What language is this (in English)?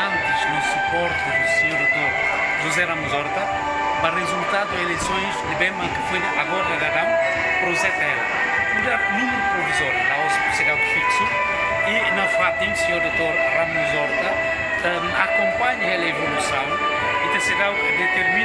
Tetum